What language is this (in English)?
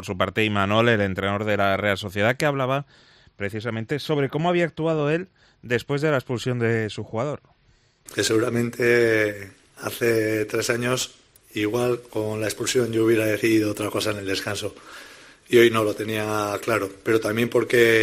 Spanish